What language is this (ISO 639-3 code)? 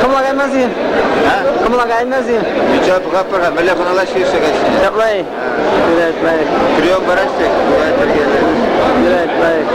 chv